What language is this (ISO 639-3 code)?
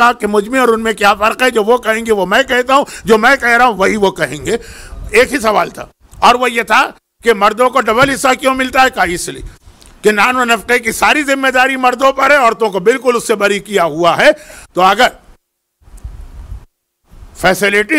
urd